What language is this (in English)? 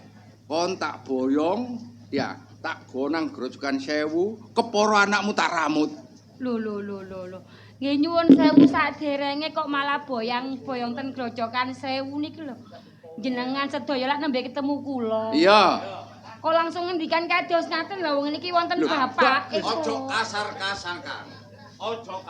Javanese